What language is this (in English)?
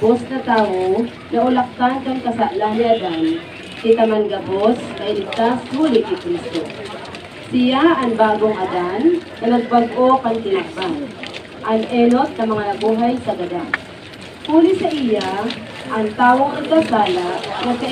Bikol